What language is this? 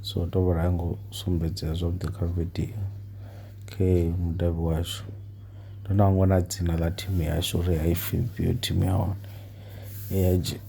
Venda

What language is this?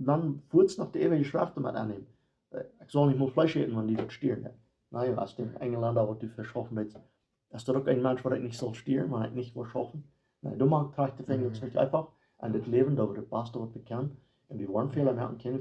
Plautdietsch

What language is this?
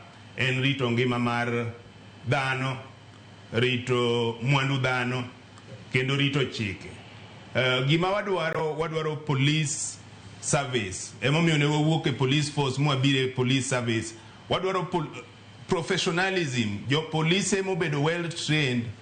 Luo (Kenya and Tanzania)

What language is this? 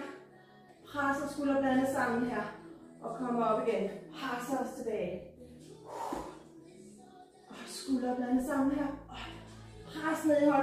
Danish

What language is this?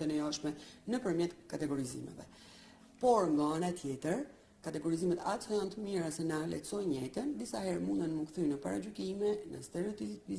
Albanian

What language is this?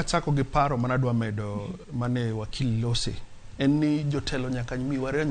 Luo (Kenya and Tanzania)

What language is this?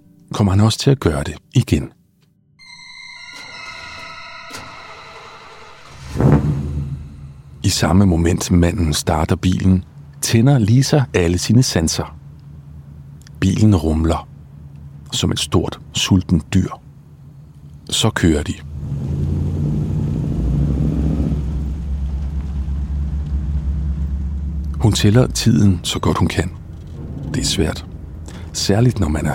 Danish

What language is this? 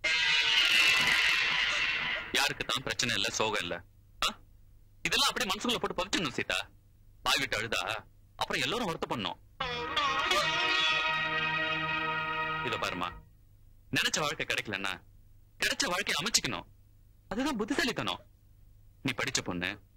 Tamil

